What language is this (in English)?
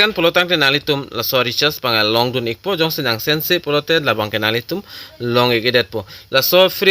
Karbi